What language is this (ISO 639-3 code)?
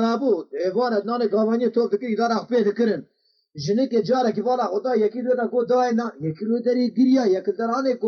kur